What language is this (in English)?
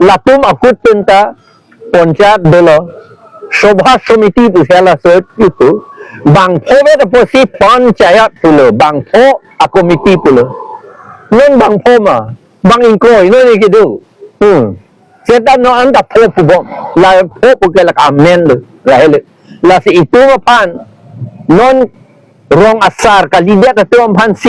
Karbi